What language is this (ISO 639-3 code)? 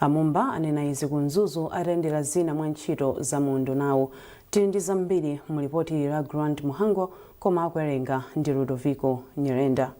nya